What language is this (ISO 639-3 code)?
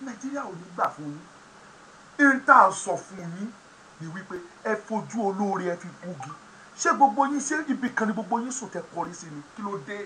yor